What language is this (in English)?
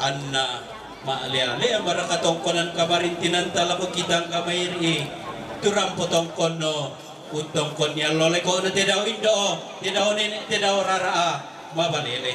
Toraja-Sa'dan